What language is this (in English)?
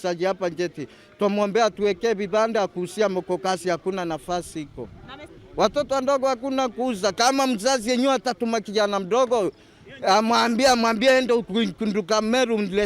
Meru